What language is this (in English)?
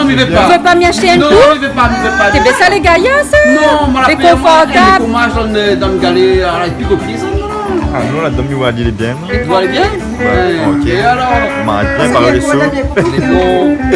Réunion Creole French